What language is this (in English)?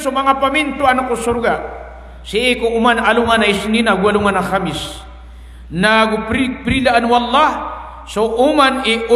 Maranao